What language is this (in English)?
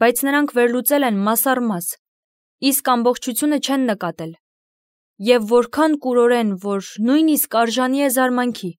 Armenian